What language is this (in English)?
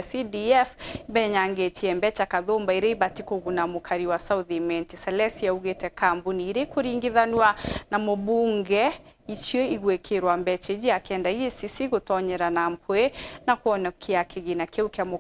Meru